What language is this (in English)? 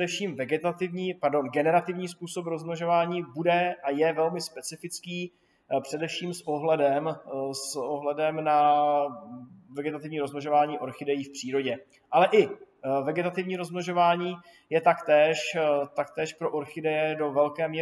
Czech